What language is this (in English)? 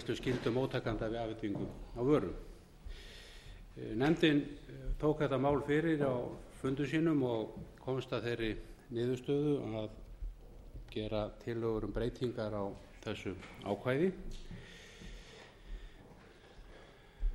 Icelandic